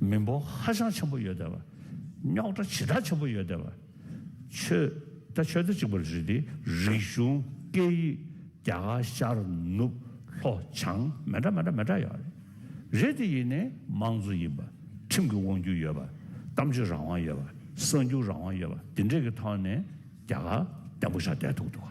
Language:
Tibetan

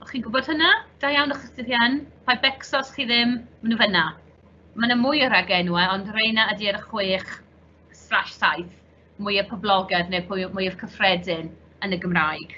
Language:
Welsh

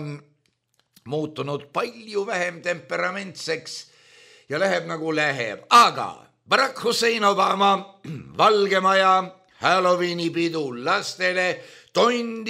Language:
Estonian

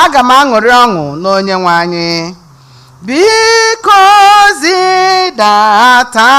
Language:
Igbo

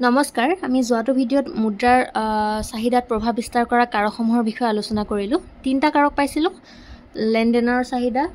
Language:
Assamese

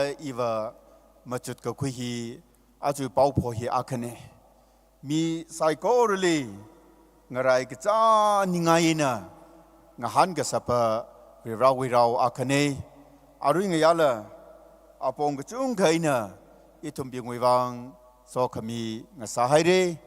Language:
Tangkhul Naga (India)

